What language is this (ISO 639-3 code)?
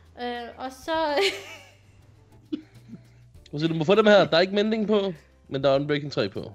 dan